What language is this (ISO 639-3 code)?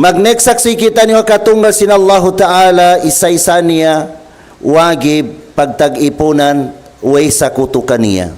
tsg